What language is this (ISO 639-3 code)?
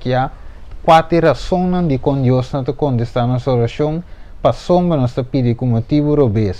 pap